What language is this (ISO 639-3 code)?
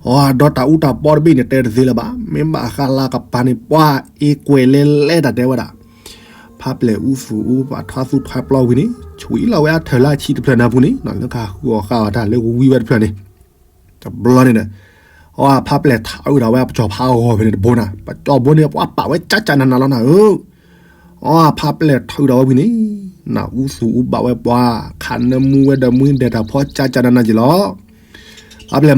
ksw